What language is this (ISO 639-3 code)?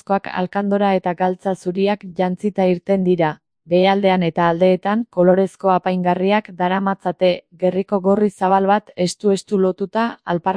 eus